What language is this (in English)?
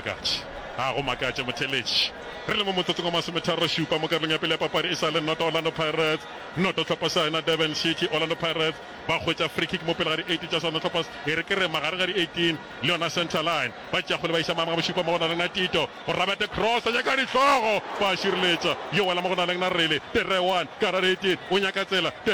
Northern Sotho